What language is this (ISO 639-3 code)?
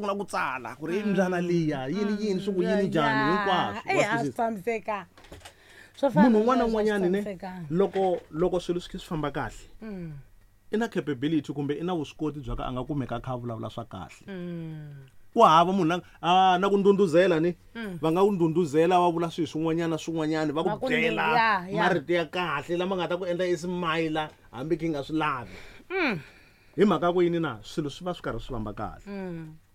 tso